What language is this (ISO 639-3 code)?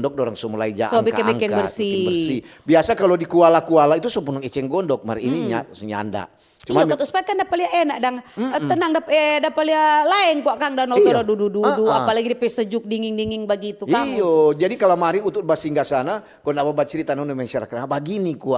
xmm